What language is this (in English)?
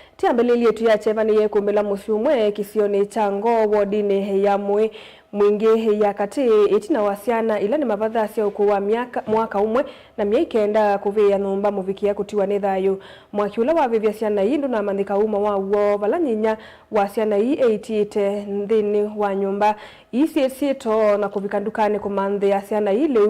Kamba